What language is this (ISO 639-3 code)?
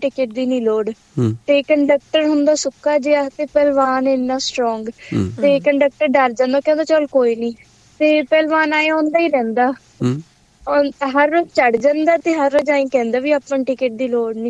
pan